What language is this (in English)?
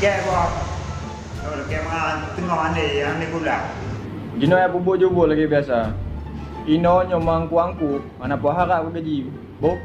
Achinese